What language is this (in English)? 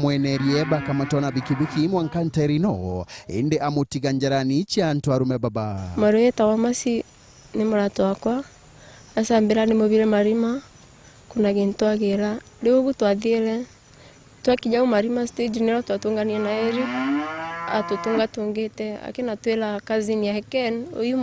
Meru